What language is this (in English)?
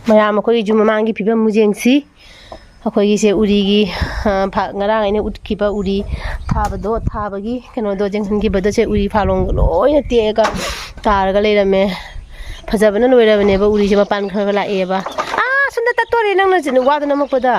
Manipuri